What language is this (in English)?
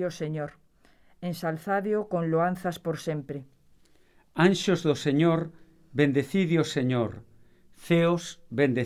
Galician